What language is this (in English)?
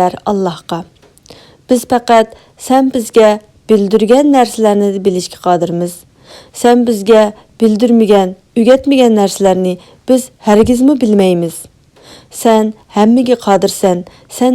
Uyghur